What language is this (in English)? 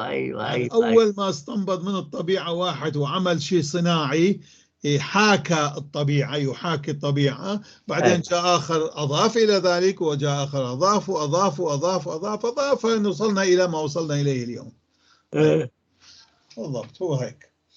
North Levantine Arabic